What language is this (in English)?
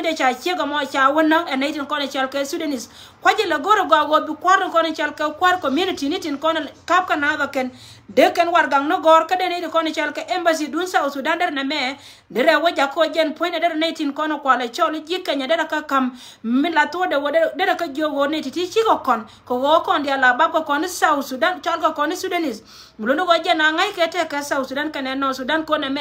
Nuer